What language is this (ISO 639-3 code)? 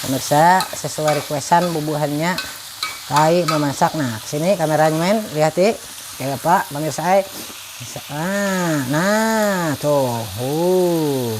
bjn